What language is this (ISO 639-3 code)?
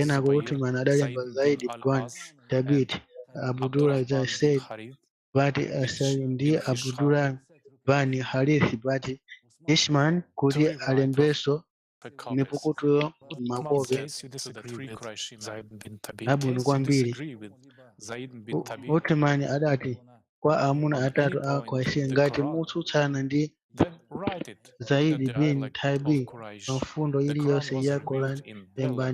nya